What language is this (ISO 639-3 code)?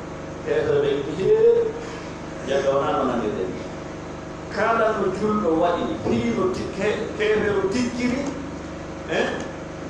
fuf